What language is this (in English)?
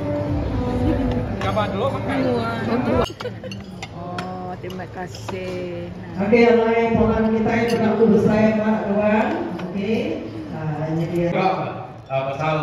Malay